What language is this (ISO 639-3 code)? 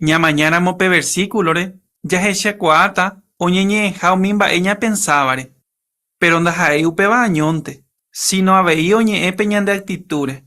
grn